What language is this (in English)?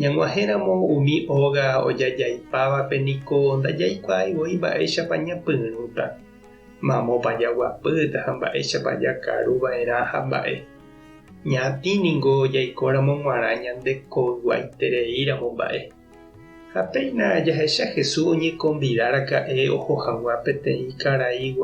Guarani